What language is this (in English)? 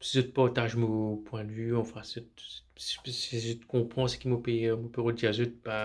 Morisyen